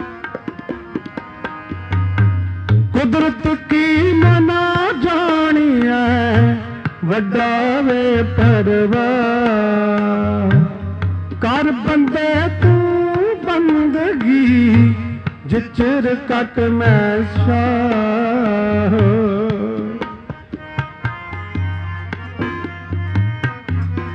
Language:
Punjabi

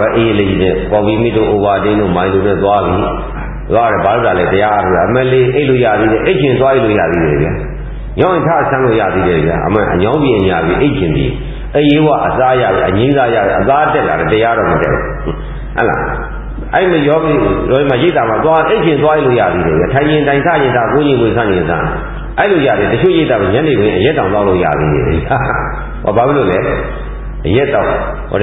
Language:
Burmese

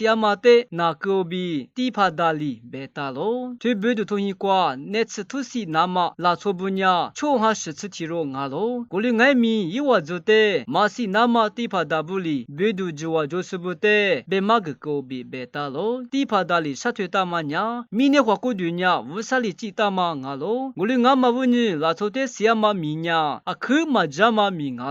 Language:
Lisu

